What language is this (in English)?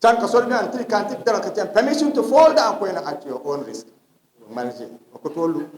Dagbani